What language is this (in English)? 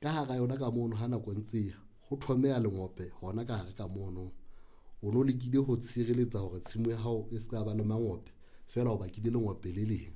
Southern Sotho